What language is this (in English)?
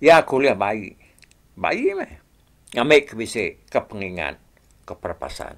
Iban